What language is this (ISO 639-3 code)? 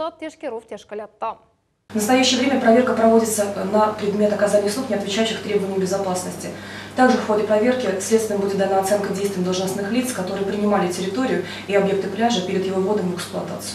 crh